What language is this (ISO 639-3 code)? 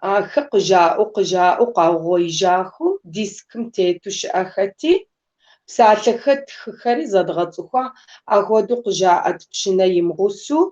kbd